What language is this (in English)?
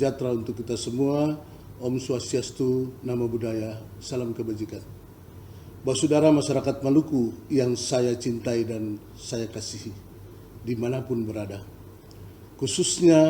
Ambonese Malay